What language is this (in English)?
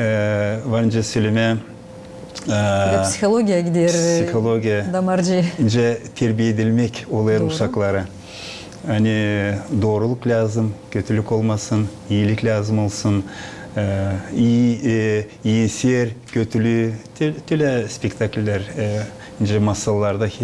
Gagauz